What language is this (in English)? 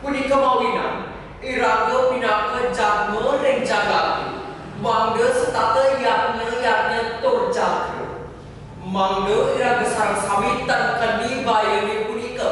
Balinese